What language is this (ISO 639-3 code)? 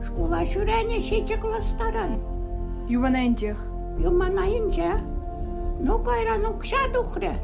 chv